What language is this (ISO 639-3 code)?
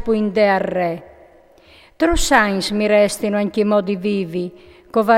fur